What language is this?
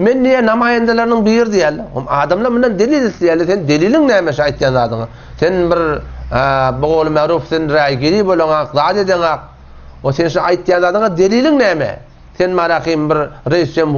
Turkmen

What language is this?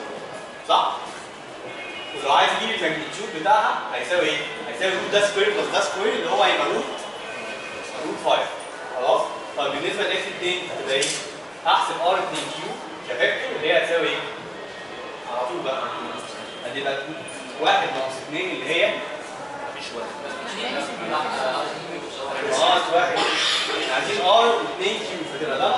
Egyptian Arabic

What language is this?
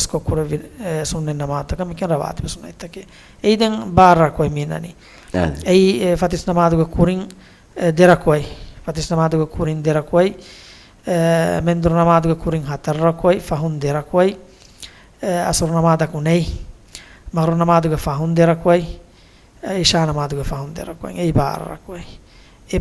Divehi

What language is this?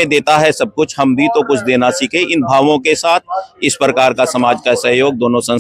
Hindi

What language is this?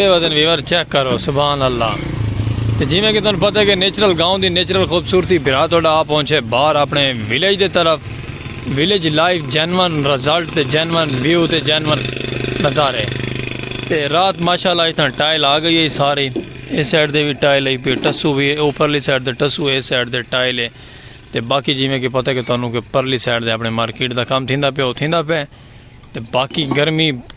Saraiki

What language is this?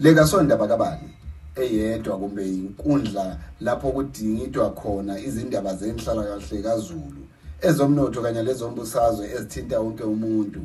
North Ndebele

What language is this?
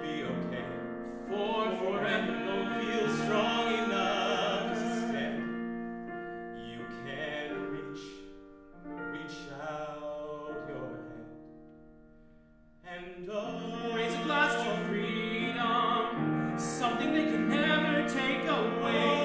English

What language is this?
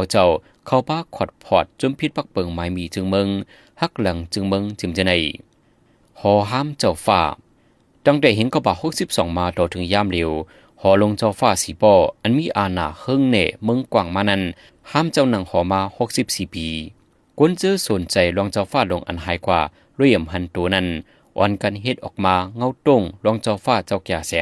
Shan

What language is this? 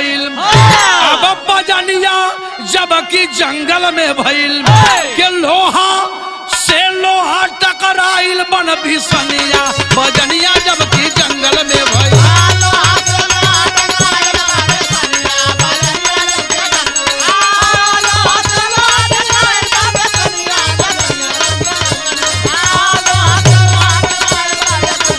Bhojpuri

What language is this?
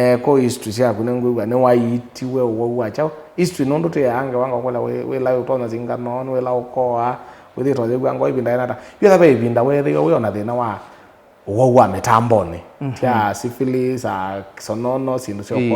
Kamba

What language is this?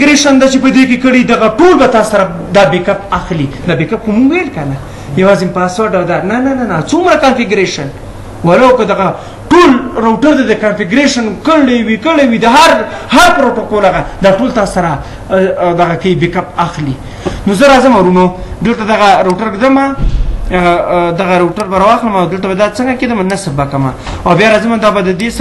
Pashto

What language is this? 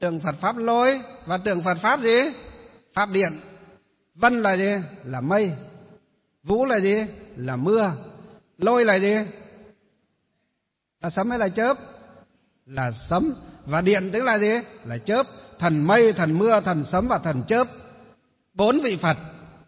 Vietnamese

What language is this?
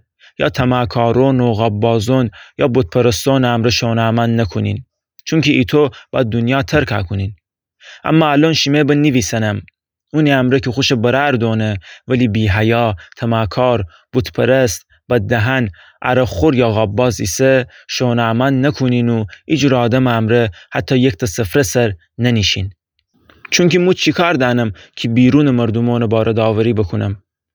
Gilaki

